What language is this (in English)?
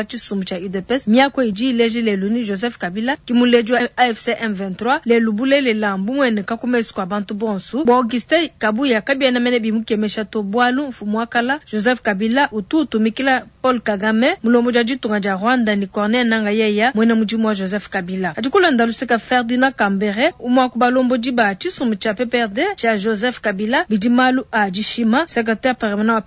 Luba-Lulua